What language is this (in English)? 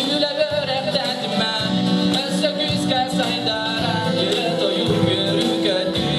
Yakut